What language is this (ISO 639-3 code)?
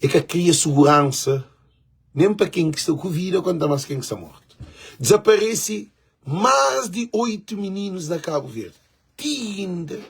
kea